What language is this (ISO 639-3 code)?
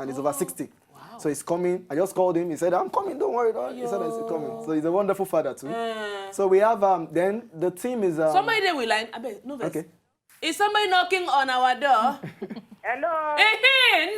pcm